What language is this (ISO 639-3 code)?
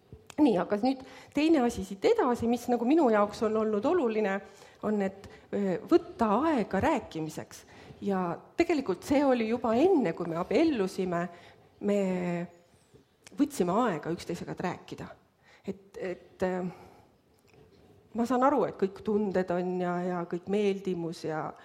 est